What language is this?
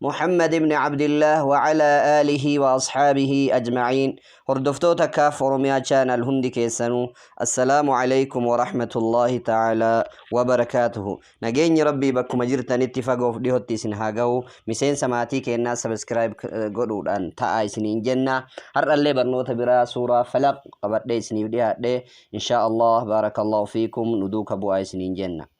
Oromo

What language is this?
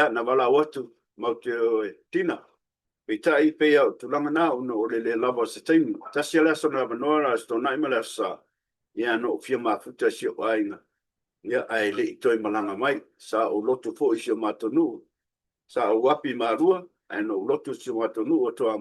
Samoan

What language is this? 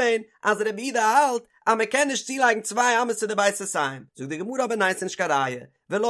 Yiddish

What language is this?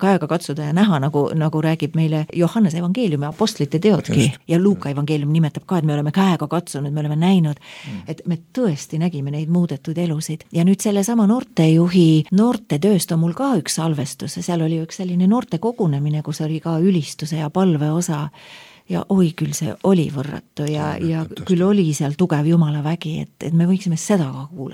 Estonian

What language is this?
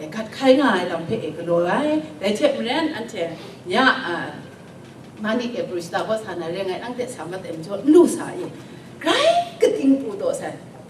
Kachin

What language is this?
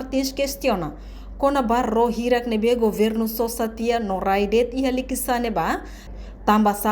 Tetum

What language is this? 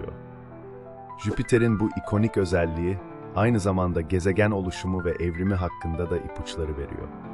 Turkish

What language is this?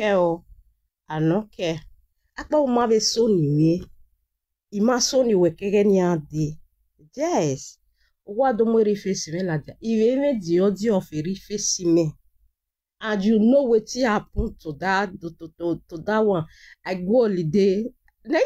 Nigerian Pidgin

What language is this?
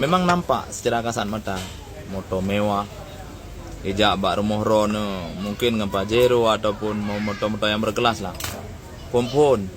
Achinese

